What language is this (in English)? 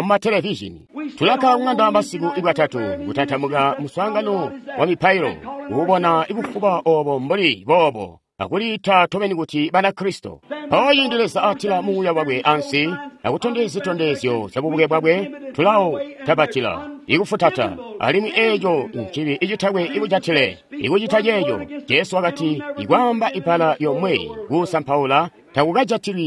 Tonga (Zambia)